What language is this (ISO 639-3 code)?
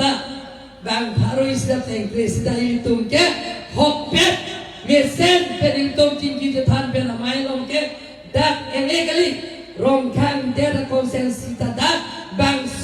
mjw